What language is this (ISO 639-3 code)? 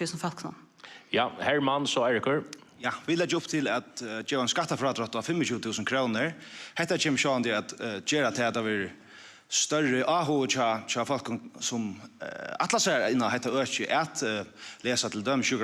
fao